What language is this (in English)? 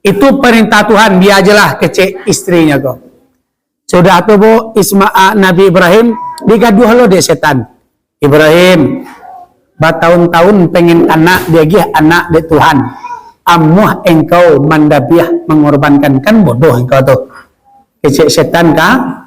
Minangkabau